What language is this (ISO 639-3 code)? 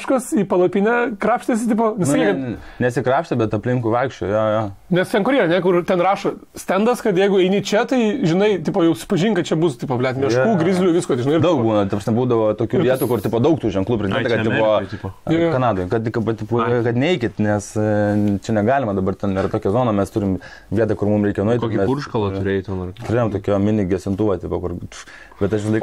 lit